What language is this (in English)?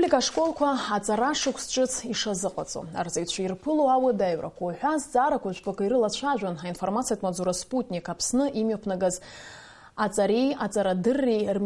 Abkhazian